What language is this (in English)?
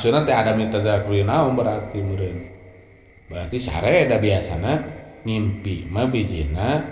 Sundanese